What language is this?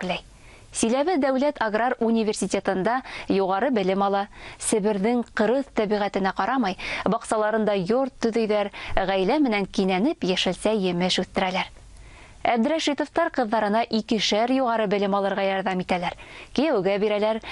Bashkir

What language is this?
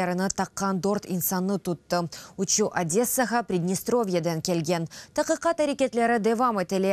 Crimean Tatar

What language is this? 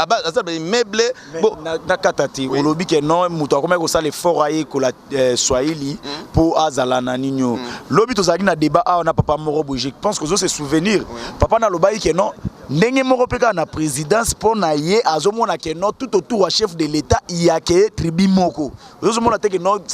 Lingala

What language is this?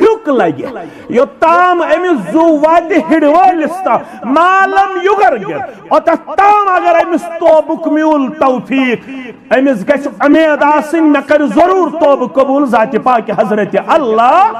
Kashmiri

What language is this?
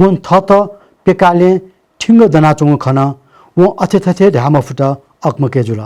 Newari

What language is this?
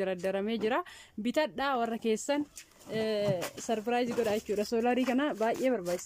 Oromo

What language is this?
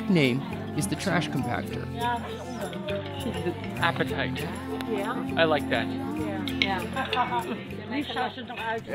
Dutch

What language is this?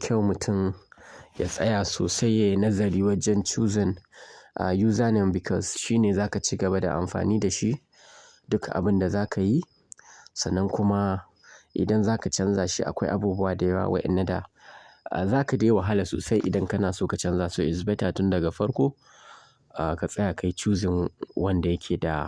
Hausa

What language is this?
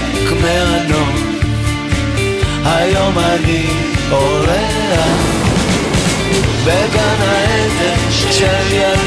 Hebrew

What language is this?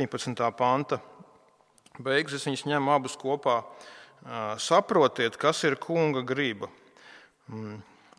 Latvian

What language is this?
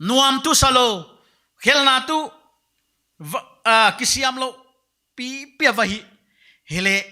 Paite Chin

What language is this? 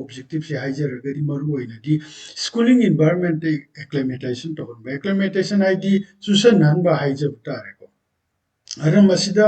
Manipuri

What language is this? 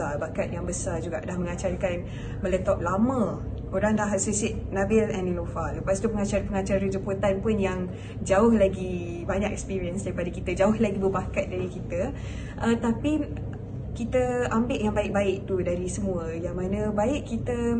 Malay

